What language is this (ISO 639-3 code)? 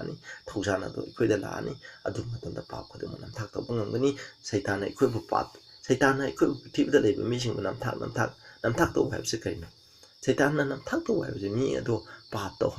mni